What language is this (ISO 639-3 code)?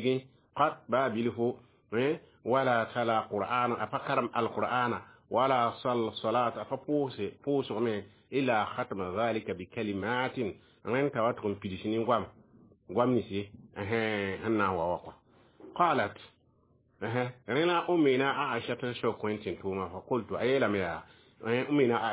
mos